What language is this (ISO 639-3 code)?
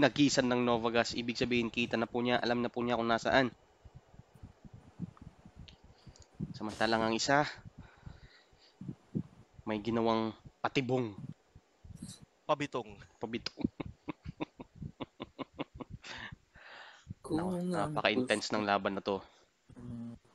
fil